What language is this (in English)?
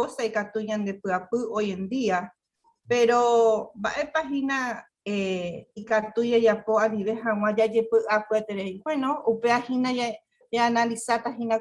Guarani